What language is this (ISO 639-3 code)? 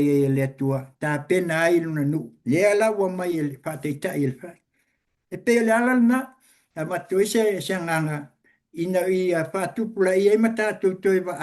smo